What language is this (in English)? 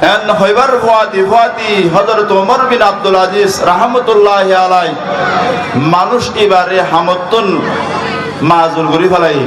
Rohingya